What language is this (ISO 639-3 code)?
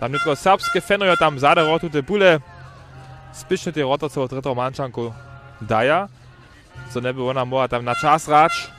hsb